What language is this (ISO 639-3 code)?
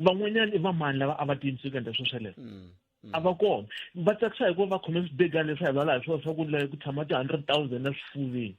tso